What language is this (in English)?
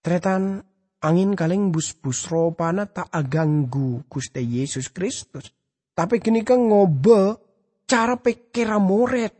Madurese